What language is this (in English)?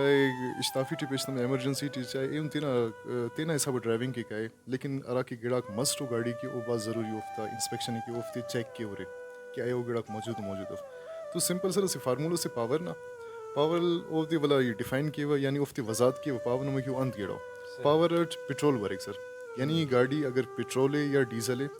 Brahui